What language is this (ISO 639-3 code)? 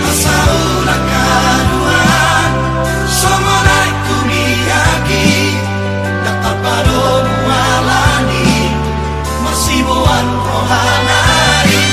bbc